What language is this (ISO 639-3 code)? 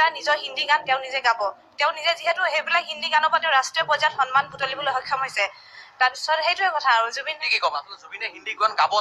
asm